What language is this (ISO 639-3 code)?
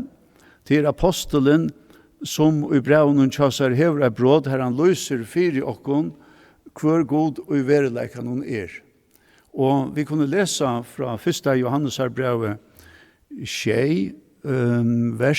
fao